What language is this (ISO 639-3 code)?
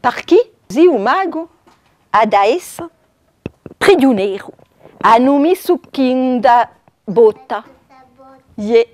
cos